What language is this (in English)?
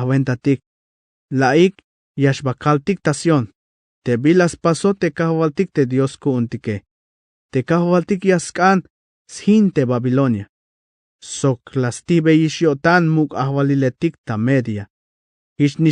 Tzeltal